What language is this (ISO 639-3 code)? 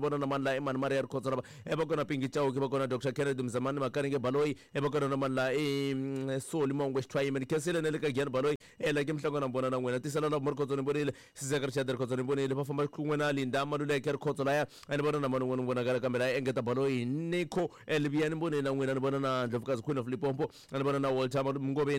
tso